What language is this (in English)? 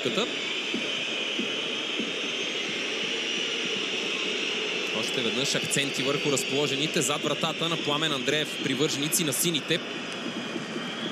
Bulgarian